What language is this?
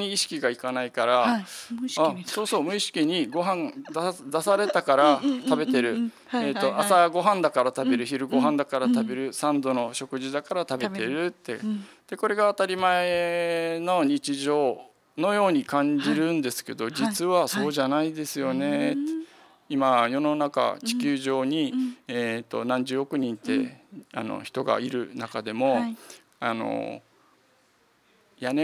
Japanese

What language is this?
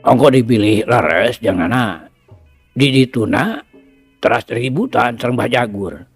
Sundanese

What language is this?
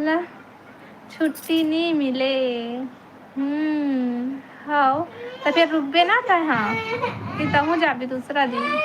Chhattisgarhi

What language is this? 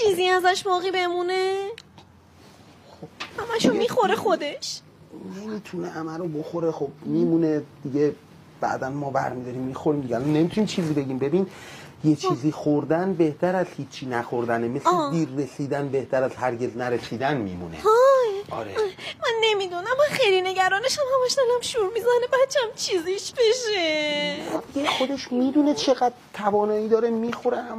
Persian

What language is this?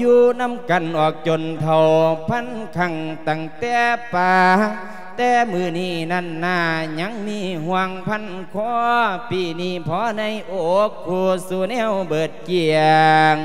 Lao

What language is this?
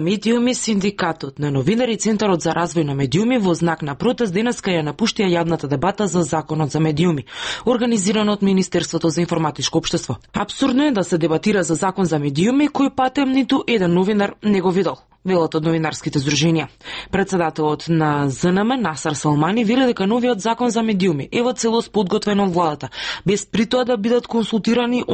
Macedonian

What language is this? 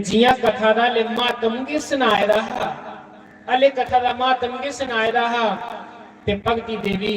Dogri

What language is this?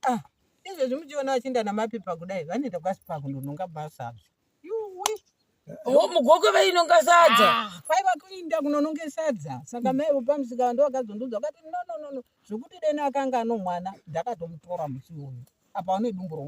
Shona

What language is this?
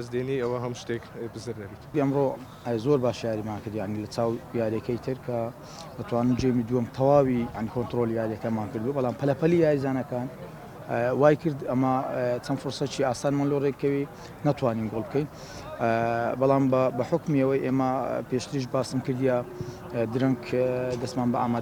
Central Kurdish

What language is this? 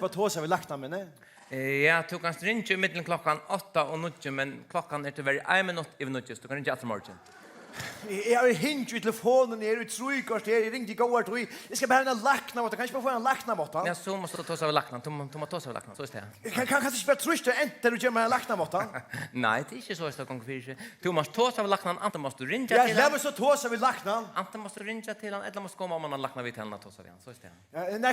Faroese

